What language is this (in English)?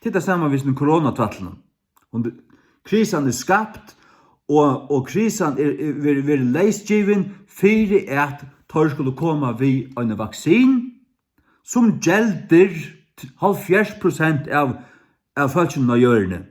Faroese